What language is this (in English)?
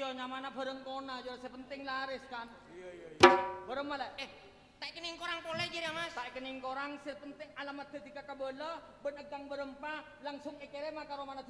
Madurese